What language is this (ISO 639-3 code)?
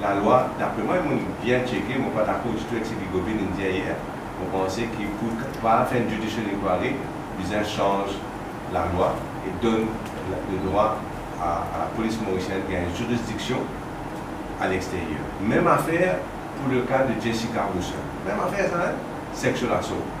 mfe